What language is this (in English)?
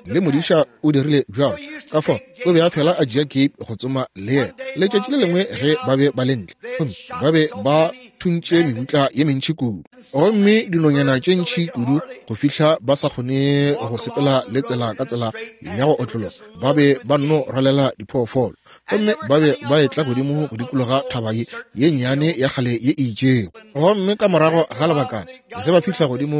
Northern Sotho